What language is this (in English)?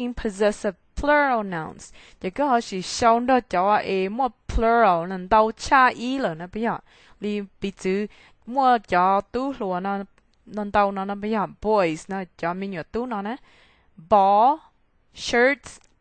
Hmong